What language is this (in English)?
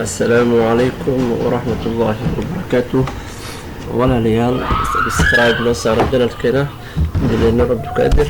Somali